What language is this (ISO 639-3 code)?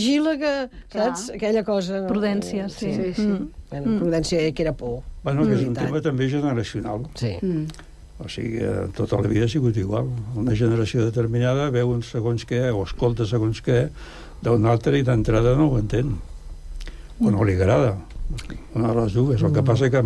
cat